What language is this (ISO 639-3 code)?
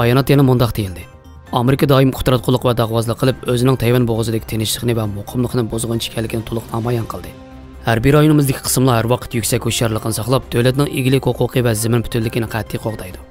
uig